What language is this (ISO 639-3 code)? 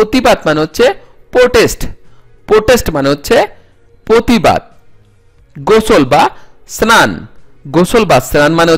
ben